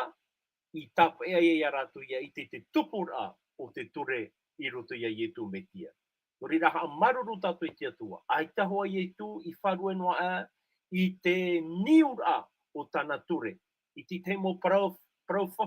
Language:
Tahitian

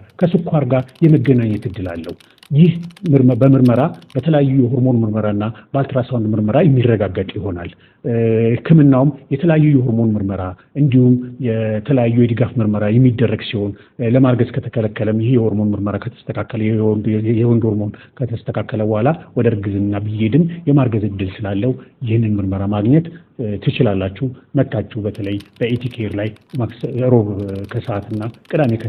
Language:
Amharic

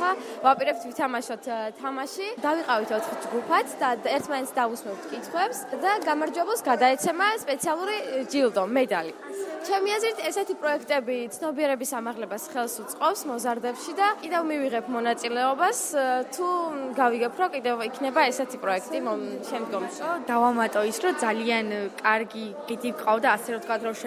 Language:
Georgian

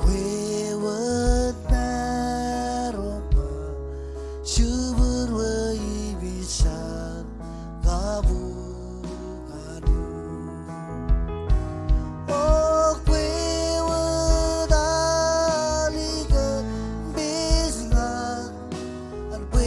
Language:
Marshallese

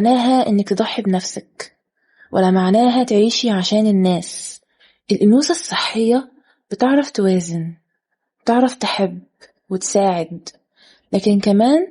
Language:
Egyptian Arabic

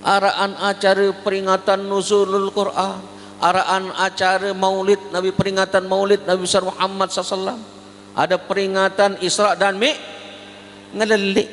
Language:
Sasak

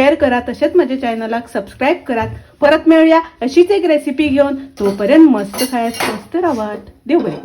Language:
Konkani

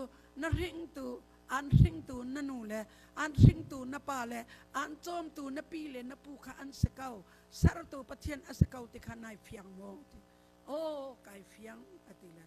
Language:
Hakha Chin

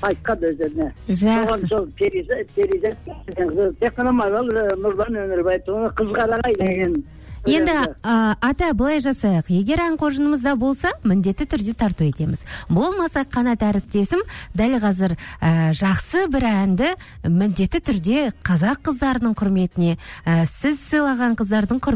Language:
Kazakh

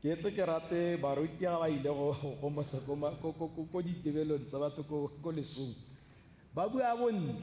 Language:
Tswana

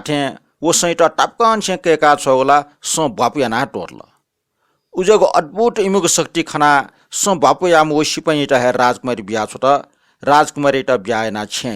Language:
Newari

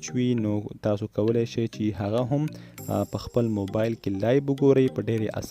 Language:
Pashto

